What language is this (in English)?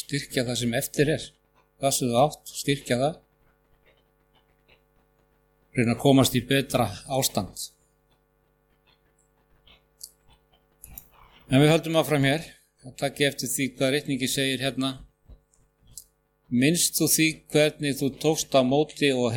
Icelandic